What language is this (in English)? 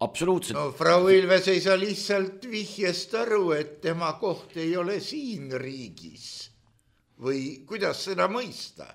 Estonian